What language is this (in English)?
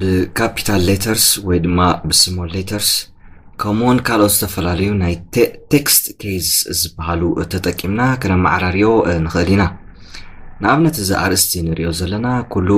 Tigrinya